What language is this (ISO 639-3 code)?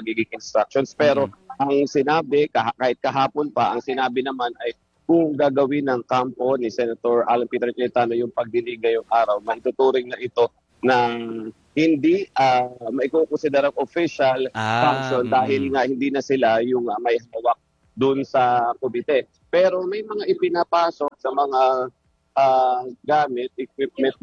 fil